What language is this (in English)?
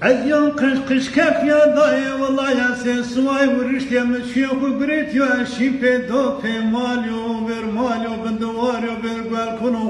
Zaza